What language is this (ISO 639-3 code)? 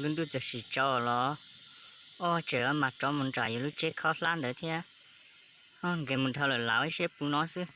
hmn